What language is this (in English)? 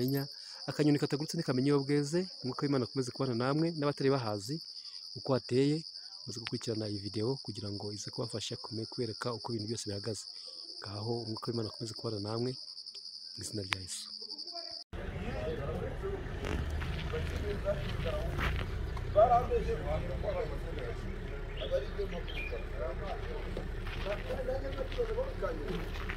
Kinyarwanda